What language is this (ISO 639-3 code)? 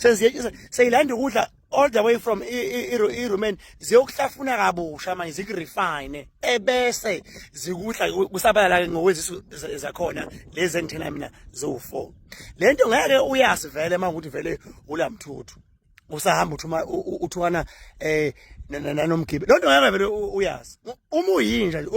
zul